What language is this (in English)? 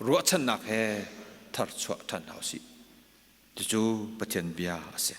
Hakha Chin